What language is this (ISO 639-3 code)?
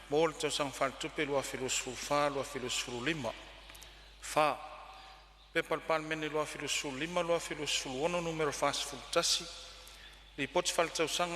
smo